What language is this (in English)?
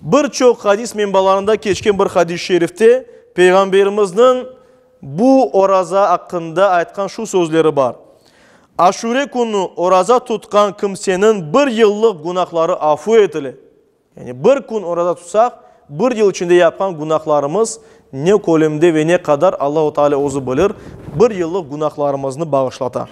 Crimean Tatar